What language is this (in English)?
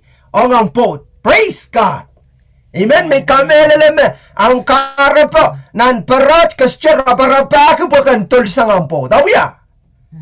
Pohnpeian